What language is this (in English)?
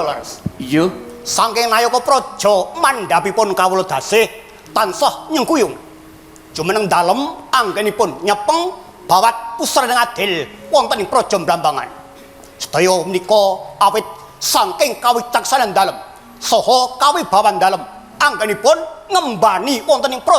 Javanese